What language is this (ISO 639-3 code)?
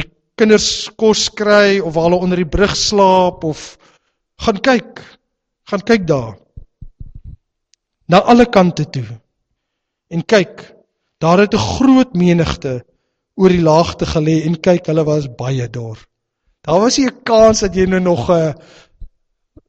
afr